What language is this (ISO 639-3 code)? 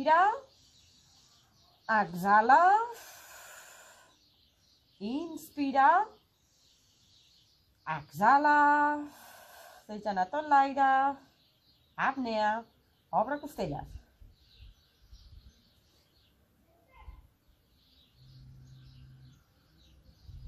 cat